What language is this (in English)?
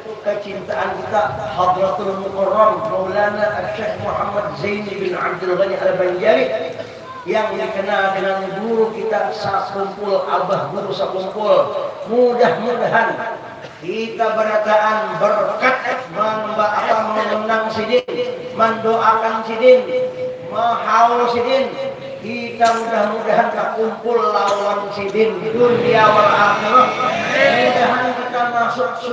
Banjar